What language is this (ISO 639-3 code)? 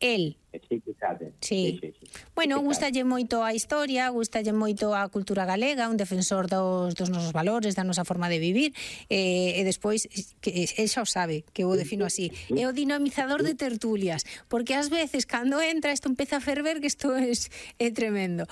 glg